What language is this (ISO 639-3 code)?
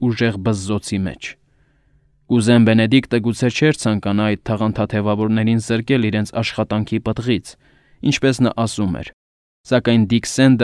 hye